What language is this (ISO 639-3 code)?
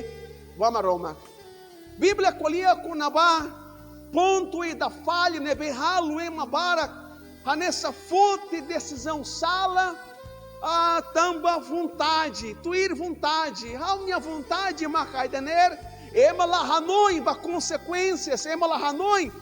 tet